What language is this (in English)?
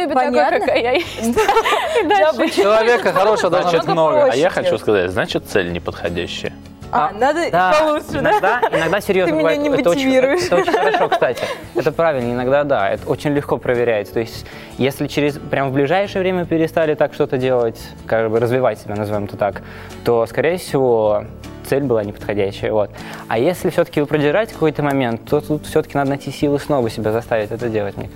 Russian